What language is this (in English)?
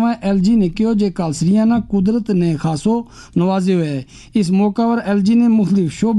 Gujari